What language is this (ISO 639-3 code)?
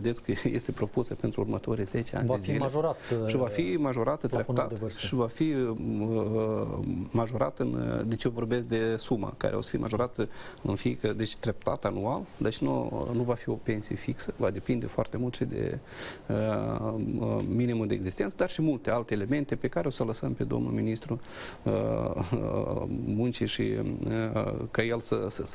ron